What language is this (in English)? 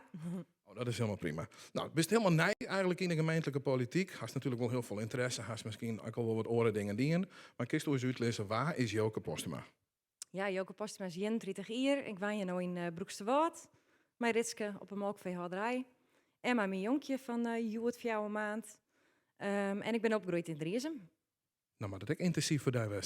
Western Frisian